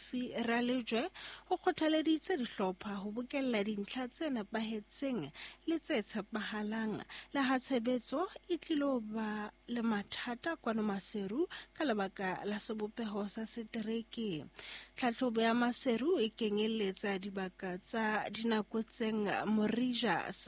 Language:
Southern Sotho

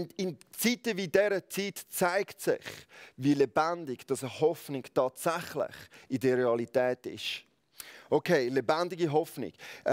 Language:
Swiss German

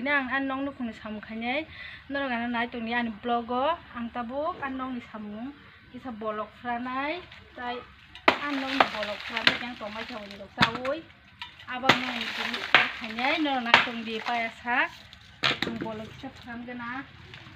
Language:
Kok Borok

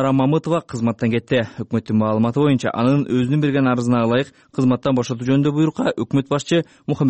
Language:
Kyrgyz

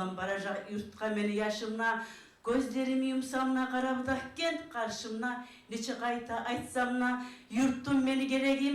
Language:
Kumyk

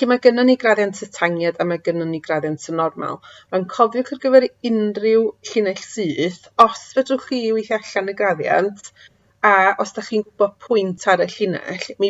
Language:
Welsh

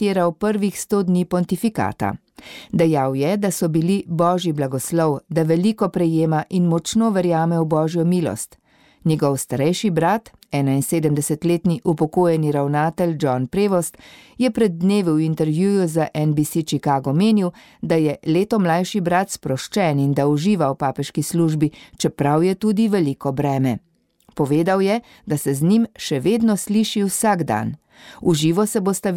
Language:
Slovenian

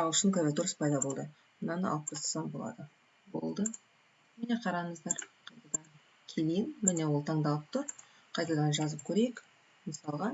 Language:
Kazakh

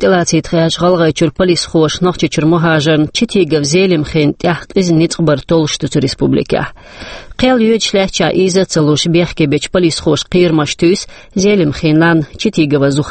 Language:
Chechen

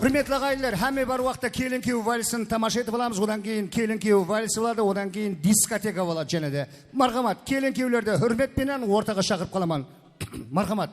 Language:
Kara-Kalpak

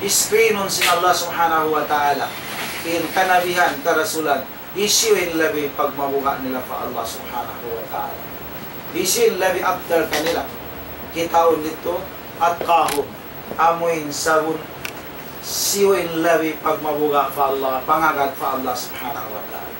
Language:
Tausug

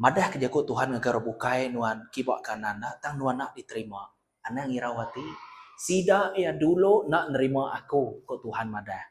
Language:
Iban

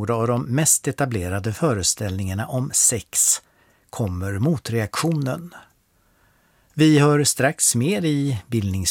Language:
Swedish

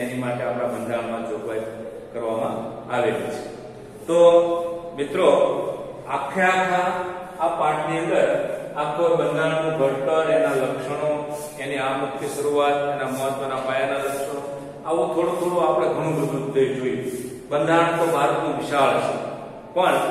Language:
Gujarati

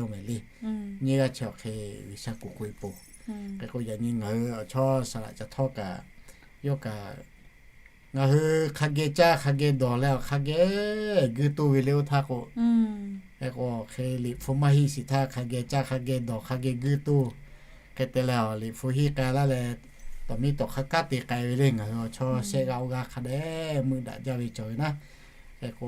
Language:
Lahu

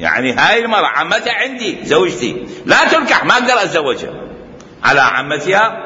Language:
Mesopotamian Arabic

